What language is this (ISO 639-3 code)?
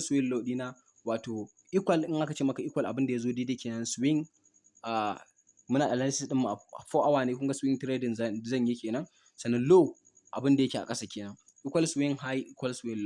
hau